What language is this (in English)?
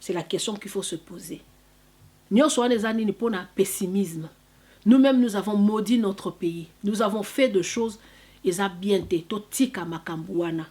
Lingala